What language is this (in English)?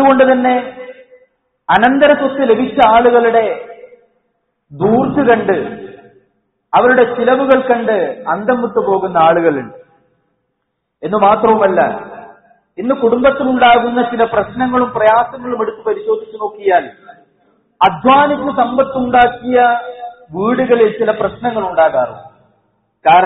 Malayalam